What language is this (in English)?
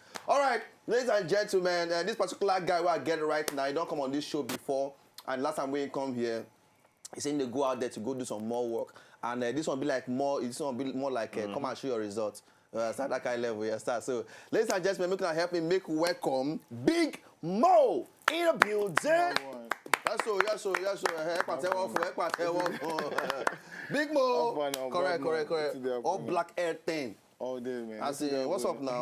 Nigerian Pidgin